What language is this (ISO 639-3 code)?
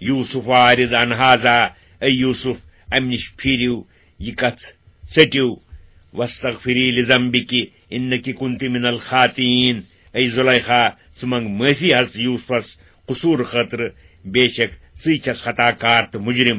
kas